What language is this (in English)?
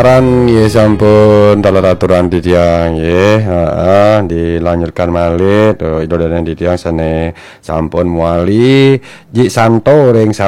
Balinese